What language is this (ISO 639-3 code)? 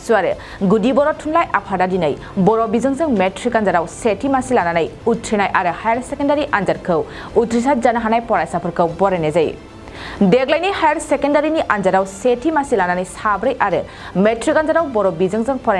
brx